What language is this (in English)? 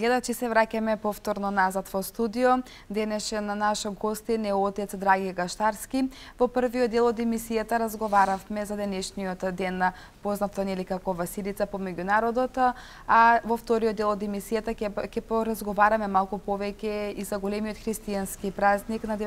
Macedonian